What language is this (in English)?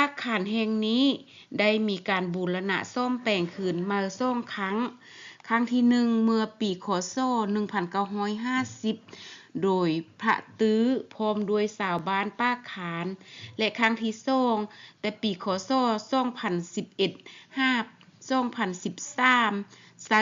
Lao